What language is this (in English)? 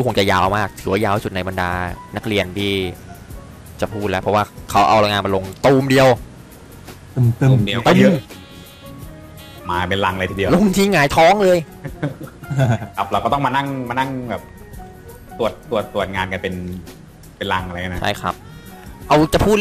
Thai